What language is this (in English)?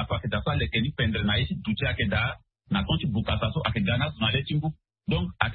Sango